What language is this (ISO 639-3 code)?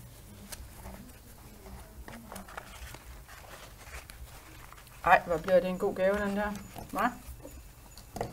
dan